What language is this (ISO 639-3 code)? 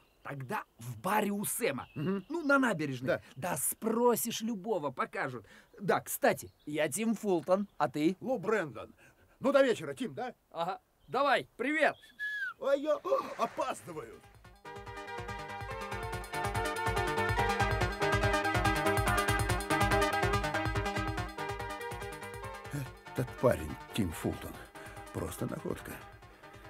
rus